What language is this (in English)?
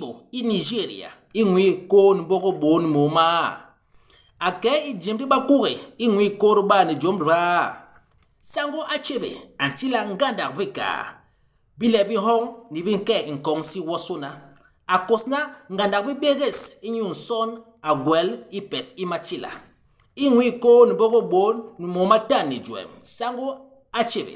Basaa